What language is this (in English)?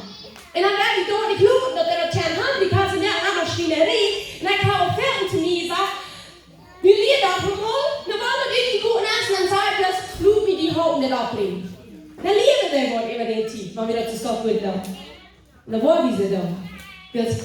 Plautdietsch